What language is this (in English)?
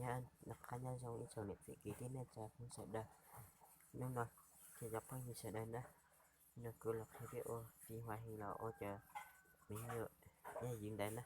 Hmong